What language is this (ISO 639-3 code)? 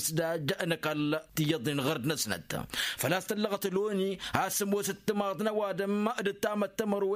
taq